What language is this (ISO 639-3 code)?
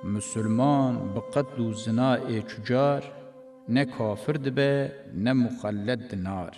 kur